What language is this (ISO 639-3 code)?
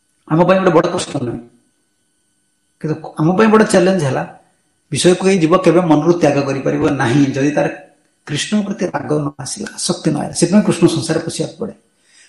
ori